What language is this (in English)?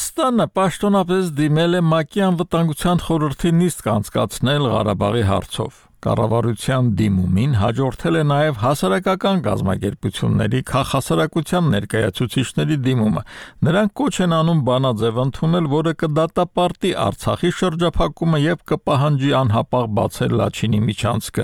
Armenian